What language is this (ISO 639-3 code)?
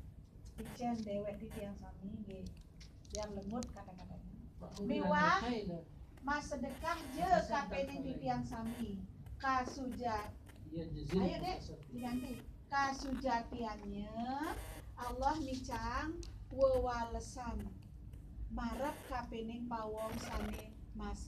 ban